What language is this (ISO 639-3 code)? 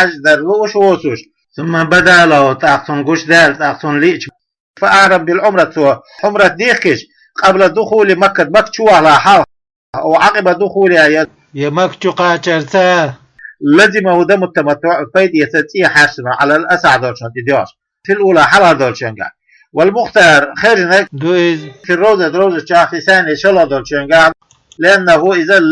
che